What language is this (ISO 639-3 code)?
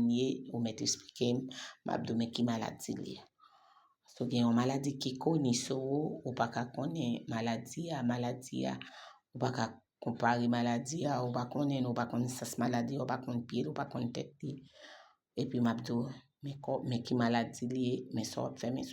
hat